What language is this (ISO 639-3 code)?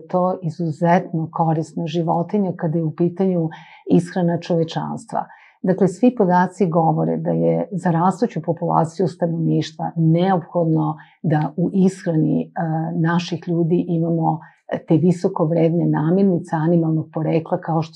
srp